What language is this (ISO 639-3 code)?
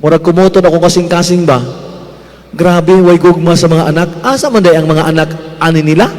ceb